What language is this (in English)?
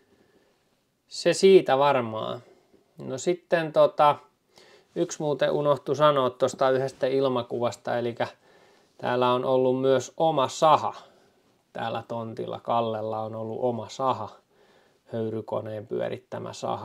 Finnish